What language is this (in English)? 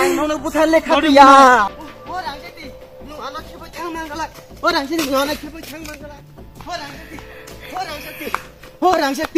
Kok Borok